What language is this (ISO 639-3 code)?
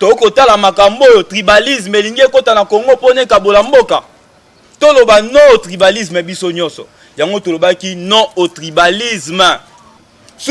lin